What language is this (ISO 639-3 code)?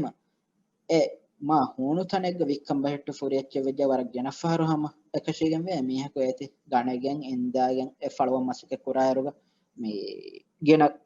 div